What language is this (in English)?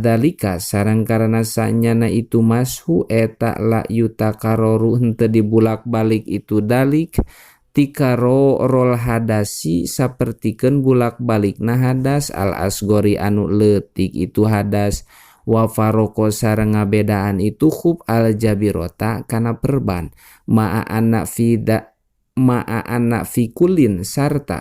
Sundanese